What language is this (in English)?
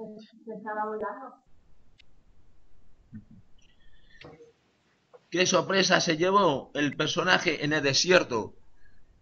Spanish